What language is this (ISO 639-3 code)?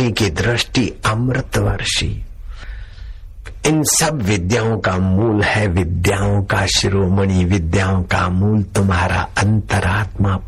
hin